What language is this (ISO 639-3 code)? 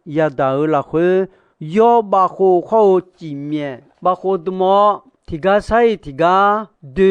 ahk